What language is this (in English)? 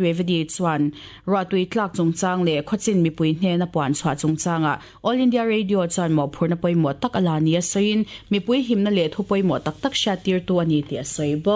Mizo